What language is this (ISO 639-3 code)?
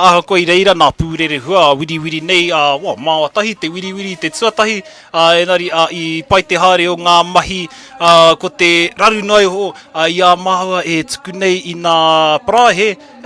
mri